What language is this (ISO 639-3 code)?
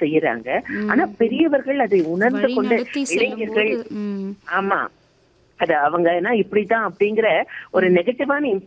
tam